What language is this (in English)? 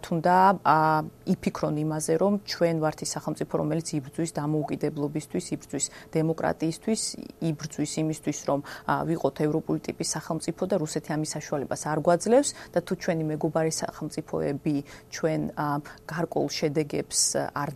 Georgian